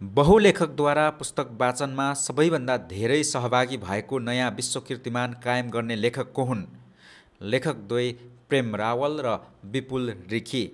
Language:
Nepali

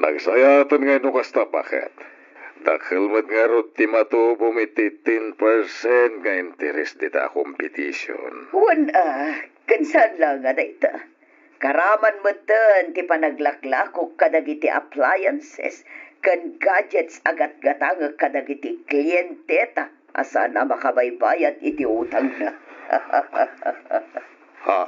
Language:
Iloko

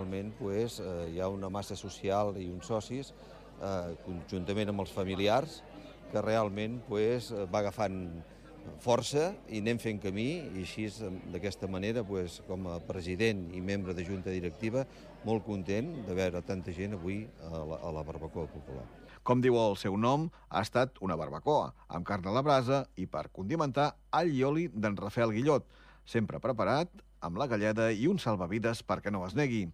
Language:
Catalan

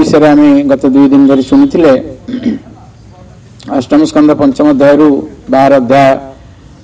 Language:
Odia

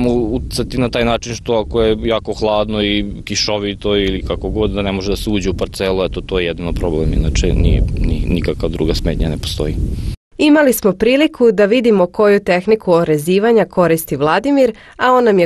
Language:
Serbian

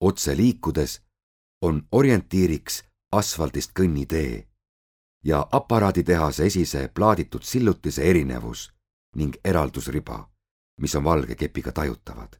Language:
Estonian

